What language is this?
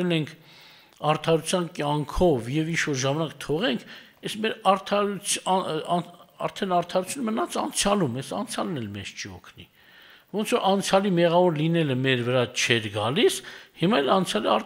Armenian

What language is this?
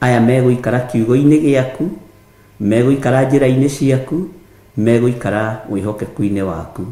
Kikuyu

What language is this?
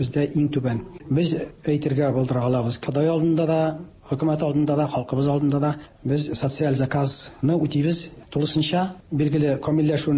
Tatar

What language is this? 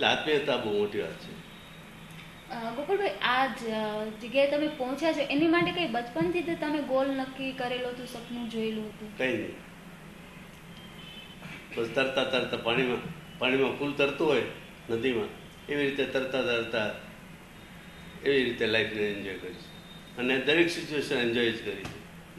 Gujarati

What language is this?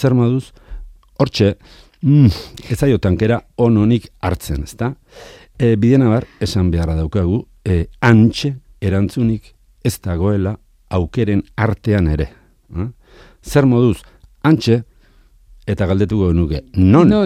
Basque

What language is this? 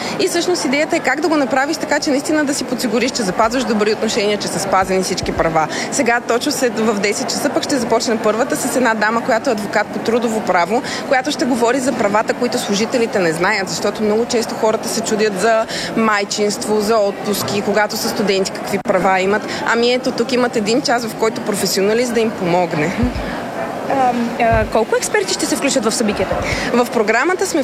Bulgarian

